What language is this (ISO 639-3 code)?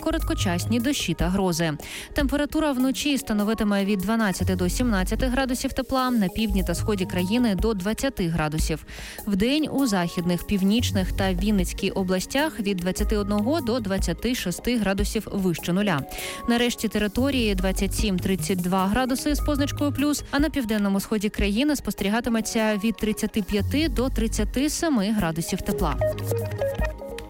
ukr